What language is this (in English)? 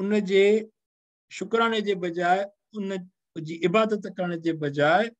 Sindhi